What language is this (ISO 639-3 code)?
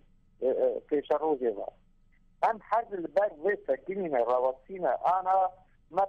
kur